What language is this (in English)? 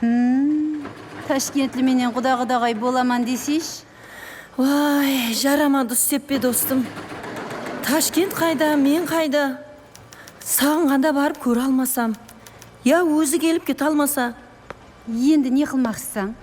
Kara-Kalpak